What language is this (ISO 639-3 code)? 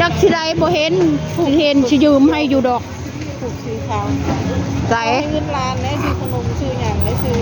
tts